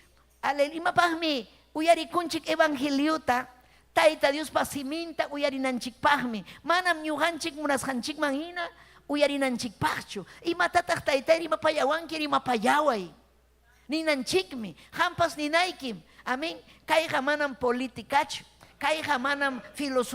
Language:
Ayacucho Quechua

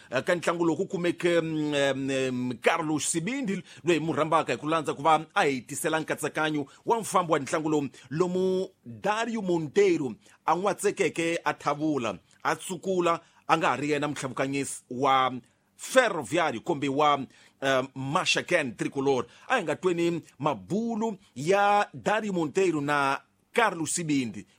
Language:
Tsonga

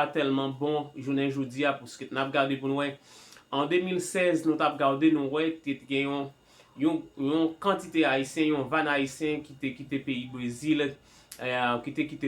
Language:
Haitian Creole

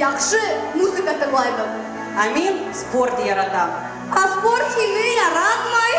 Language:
Bashkir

